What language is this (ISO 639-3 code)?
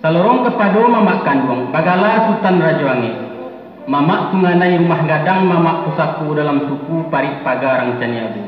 min